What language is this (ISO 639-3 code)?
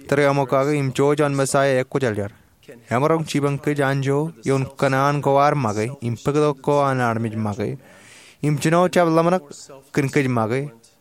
mah